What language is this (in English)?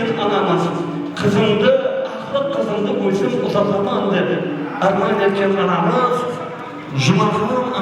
Kara-Kalpak